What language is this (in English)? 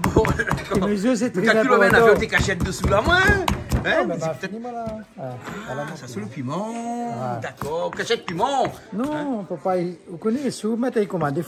Réunion Creole French